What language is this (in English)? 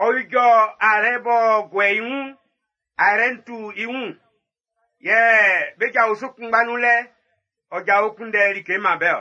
Baoulé